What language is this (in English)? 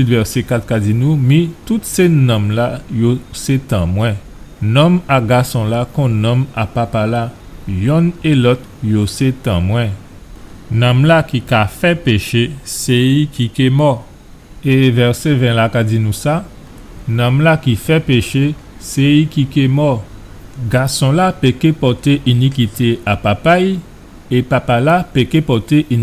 Guadeloupean Creole French